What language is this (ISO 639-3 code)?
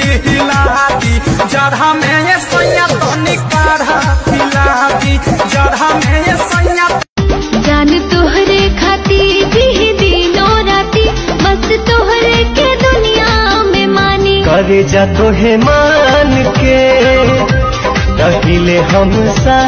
bho